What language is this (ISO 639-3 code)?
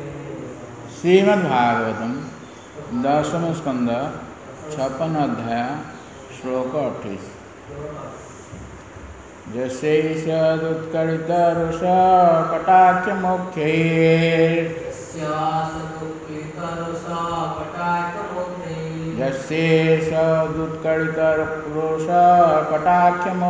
ori